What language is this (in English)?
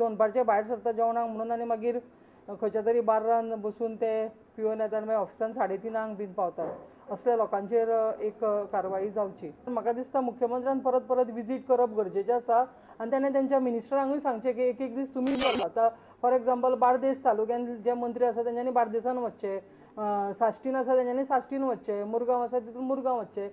Konkani